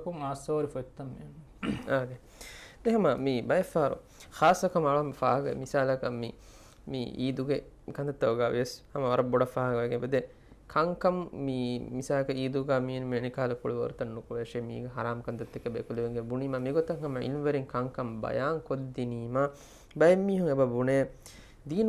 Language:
Divehi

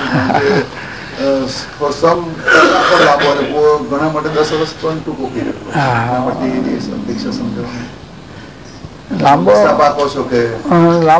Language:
Gujarati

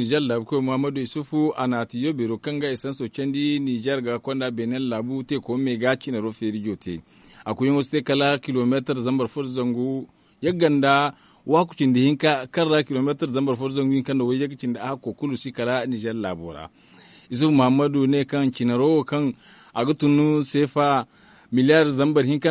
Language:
Zarma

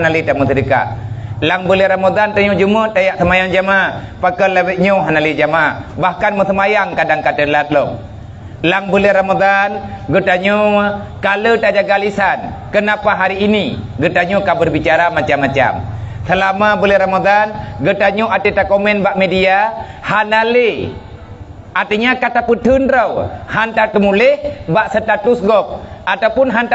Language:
Achinese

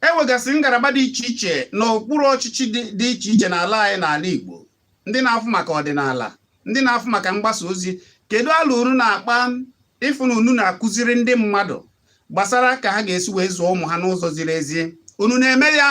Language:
Igbo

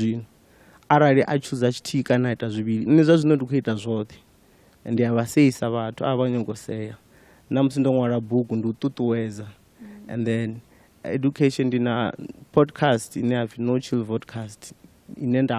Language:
Venda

